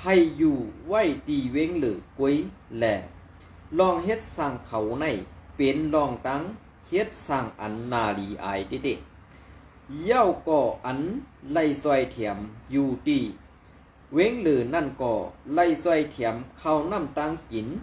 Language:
Shan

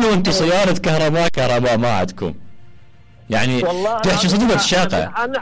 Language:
Mesopotamian Arabic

